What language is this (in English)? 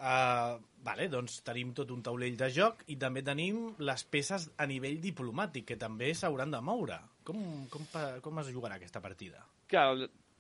Catalan